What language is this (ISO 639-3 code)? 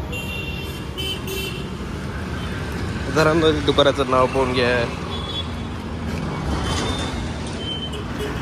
mar